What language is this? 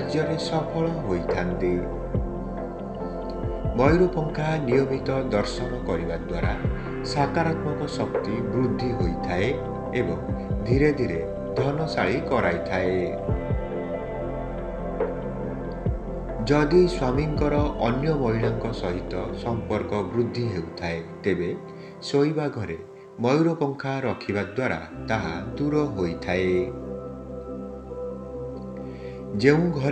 Odia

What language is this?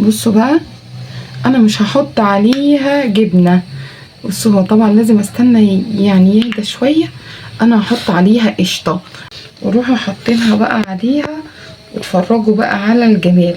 Egyptian Arabic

